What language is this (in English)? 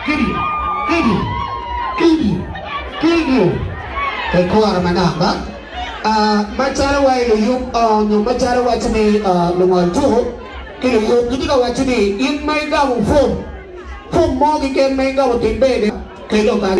Acoli